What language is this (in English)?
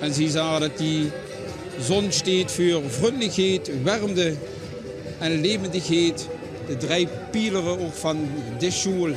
Limburgish